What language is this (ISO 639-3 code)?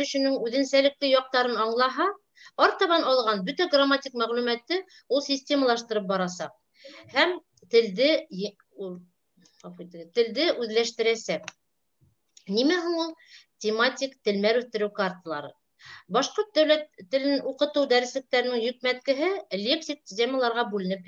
bak